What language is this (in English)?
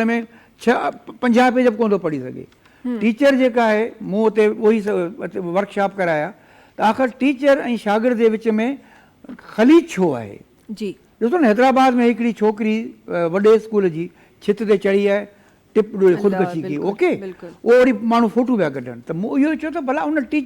Sindhi